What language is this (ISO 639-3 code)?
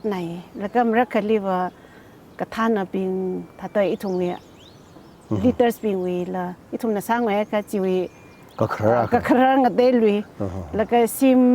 nmf